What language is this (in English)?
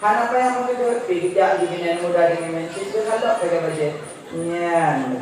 Achinese